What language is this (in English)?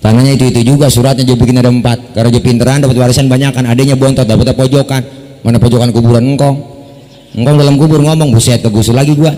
Betawi